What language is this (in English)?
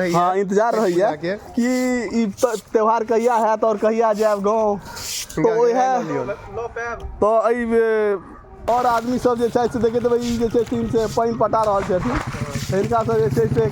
Maithili